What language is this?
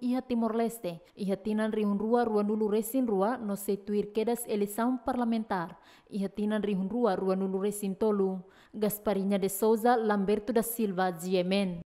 Tetum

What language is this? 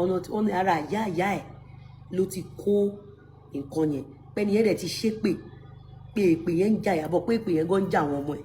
Yoruba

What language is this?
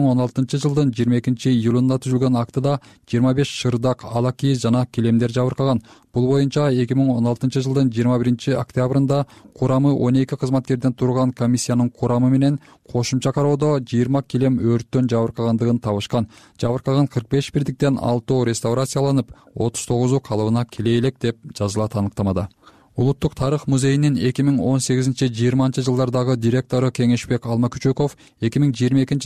Kyrgyz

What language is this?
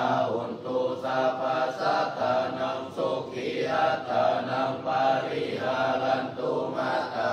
Pali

